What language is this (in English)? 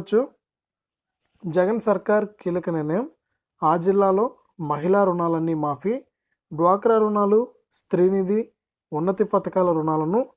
Telugu